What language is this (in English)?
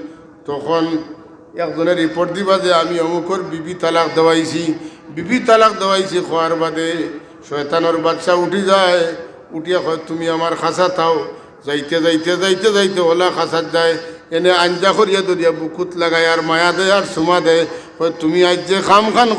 Sylheti